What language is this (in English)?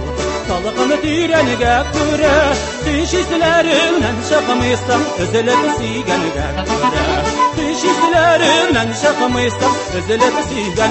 Tatar